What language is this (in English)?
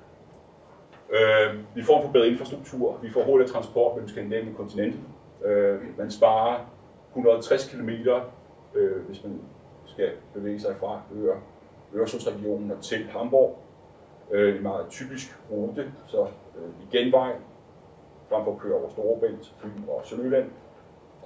Danish